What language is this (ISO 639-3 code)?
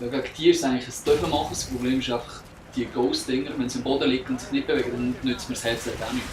gsw